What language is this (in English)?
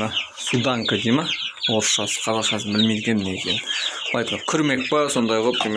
Kazakh